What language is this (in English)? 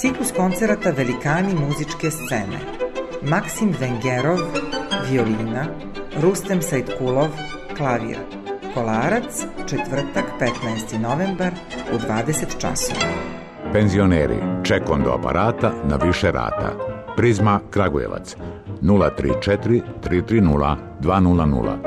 Serbian